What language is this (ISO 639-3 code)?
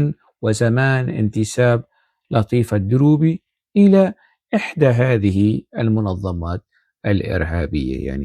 apc